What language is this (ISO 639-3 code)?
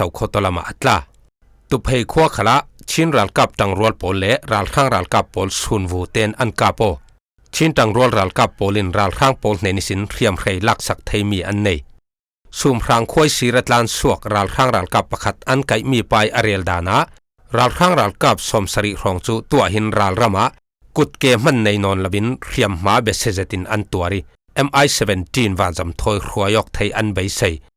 cfm